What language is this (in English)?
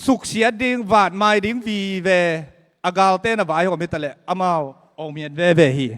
Tedim Chin